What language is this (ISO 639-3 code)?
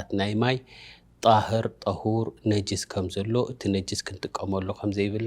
tir